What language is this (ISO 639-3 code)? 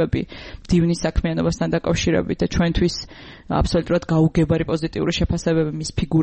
kat